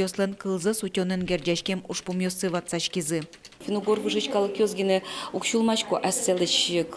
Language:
Udmurt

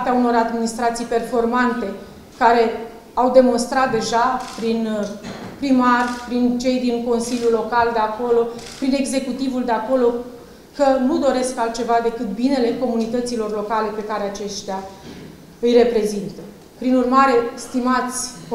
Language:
Romanian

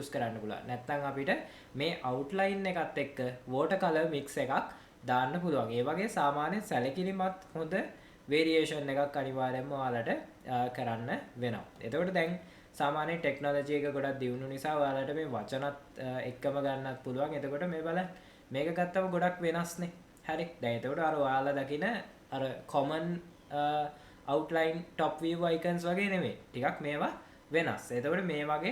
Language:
Sinhala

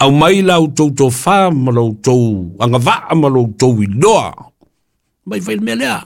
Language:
Samoan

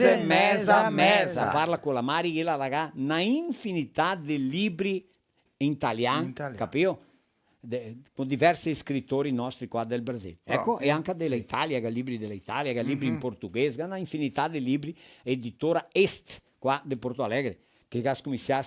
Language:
Venetian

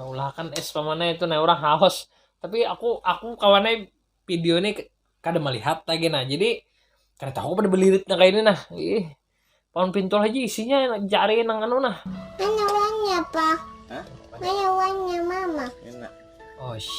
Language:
Banjar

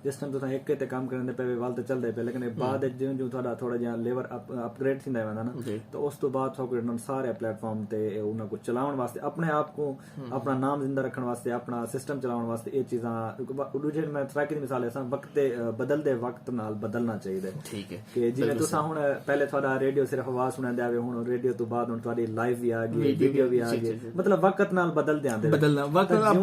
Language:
Saraiki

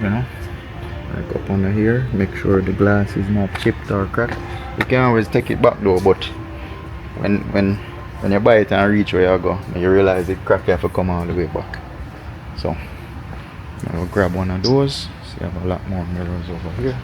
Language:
Jamaican Creole English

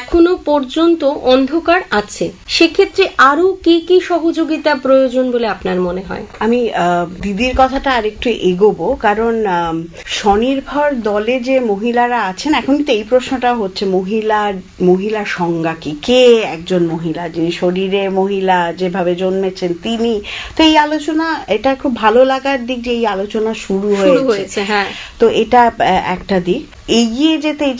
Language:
Bangla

